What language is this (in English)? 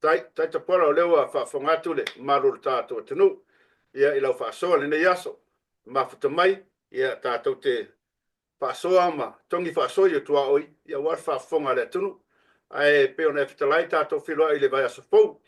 Samoan